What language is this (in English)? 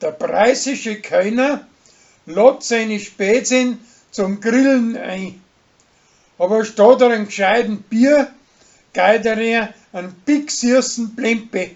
Bavarian